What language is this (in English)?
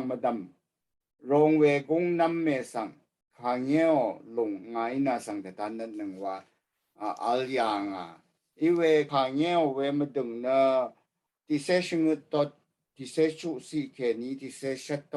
Rawang